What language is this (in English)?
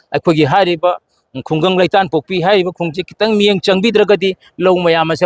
Manipuri